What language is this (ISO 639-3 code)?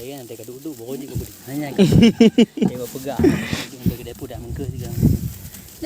ace